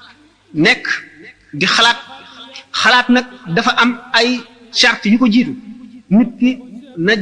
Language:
Wolof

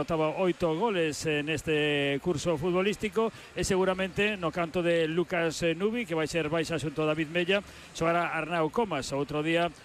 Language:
Galician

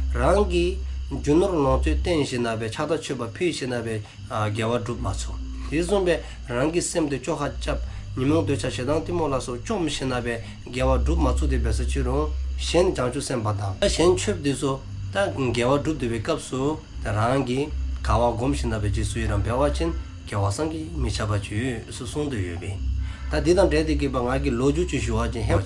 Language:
Dzongkha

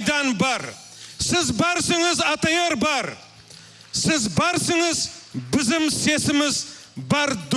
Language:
Crimean Tatar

